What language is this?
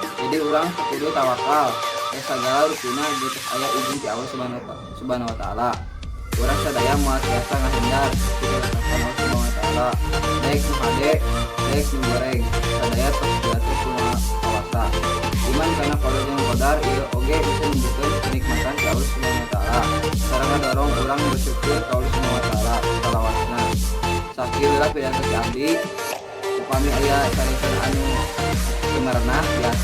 Sundanese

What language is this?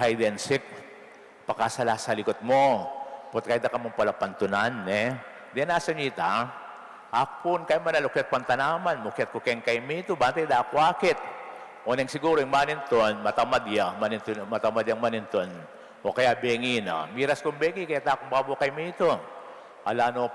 Pampanga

